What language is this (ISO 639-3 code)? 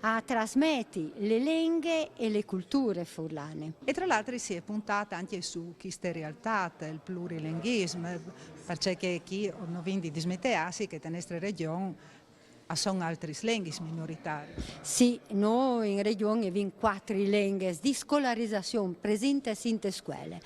fur